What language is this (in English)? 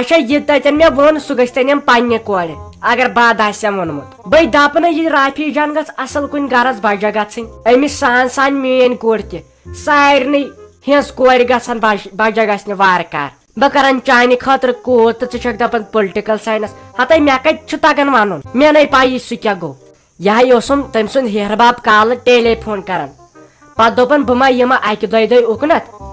Kashmiri